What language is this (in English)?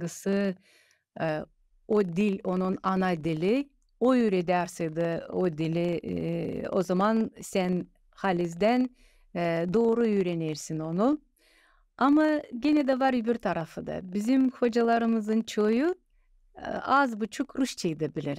Gagauz